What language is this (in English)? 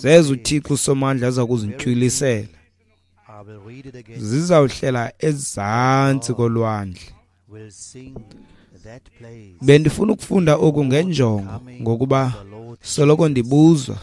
Xhosa